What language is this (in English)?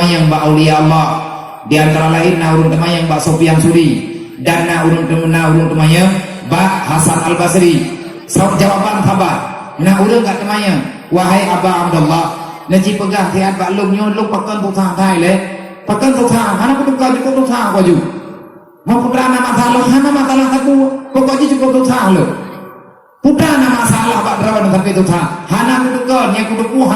Achinese